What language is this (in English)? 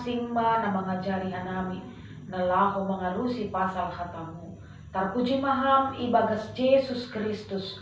Batak Simalungun